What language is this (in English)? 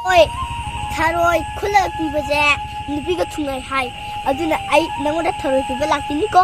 Manipuri